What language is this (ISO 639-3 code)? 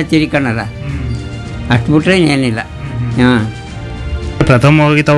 kan